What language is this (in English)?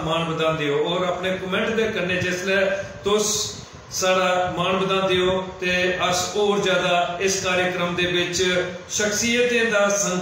Dogri